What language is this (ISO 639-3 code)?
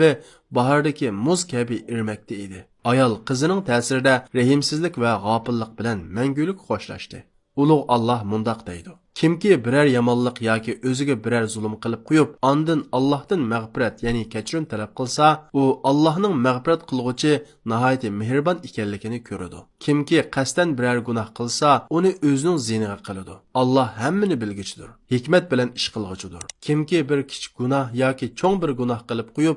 uig